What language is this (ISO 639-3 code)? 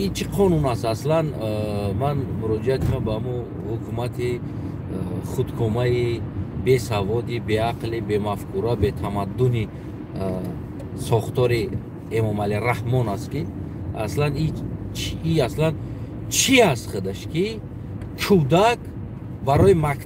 tgk